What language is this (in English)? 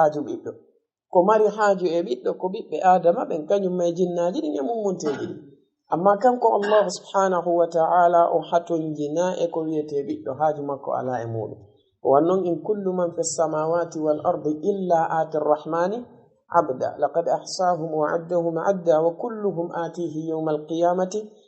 Fula